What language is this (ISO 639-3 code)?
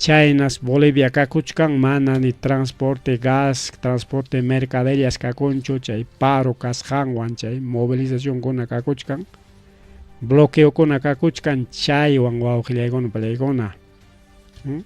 quy